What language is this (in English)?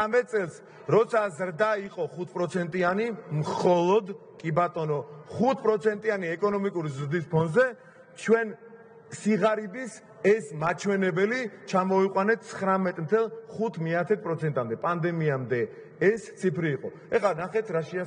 Georgian